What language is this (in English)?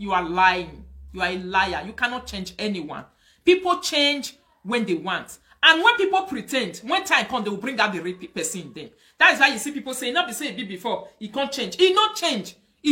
Nigerian Pidgin